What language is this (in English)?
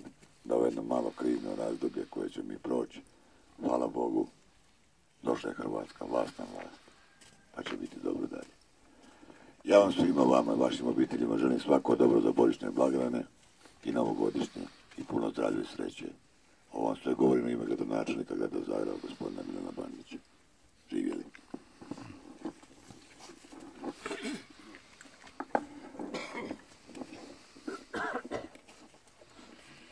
Croatian